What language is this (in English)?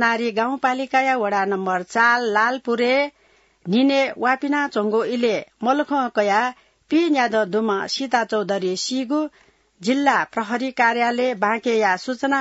Newari